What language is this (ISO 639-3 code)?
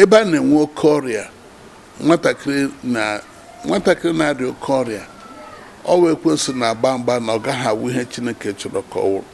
ibo